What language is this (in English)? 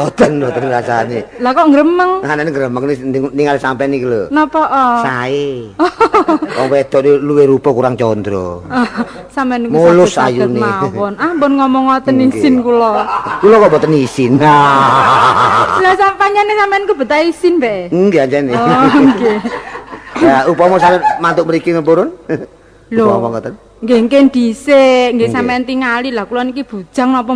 Javanese